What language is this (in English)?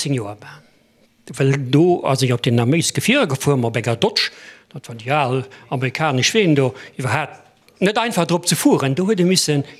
Luxembourgish